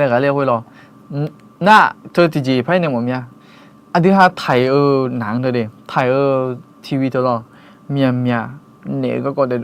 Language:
Akha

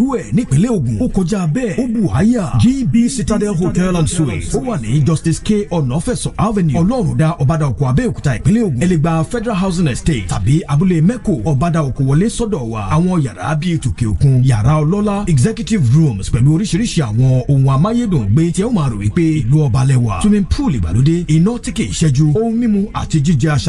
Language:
Yoruba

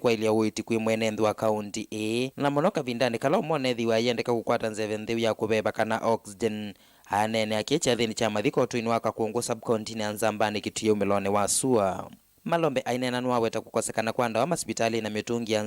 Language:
Kamba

